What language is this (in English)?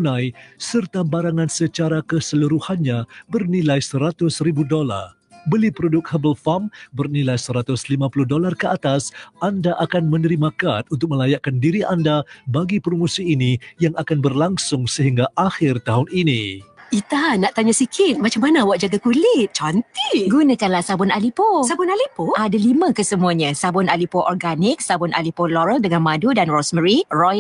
Malay